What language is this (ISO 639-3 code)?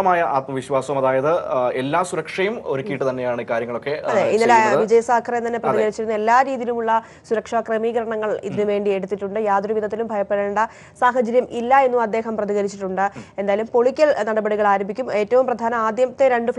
mal